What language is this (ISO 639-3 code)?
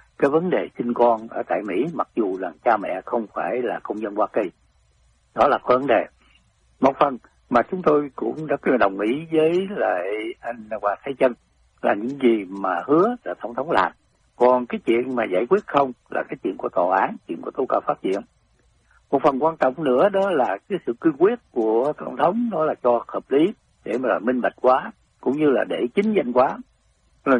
vie